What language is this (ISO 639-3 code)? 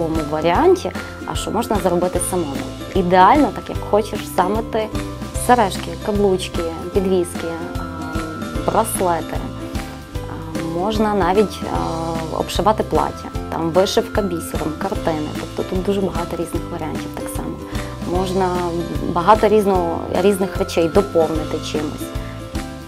ukr